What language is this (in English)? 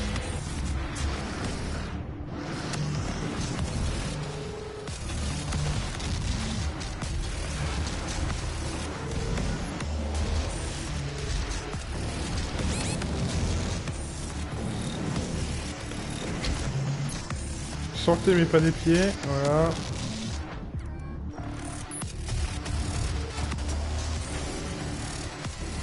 French